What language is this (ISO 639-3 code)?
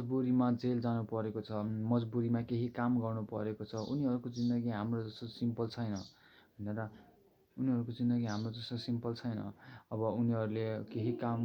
nep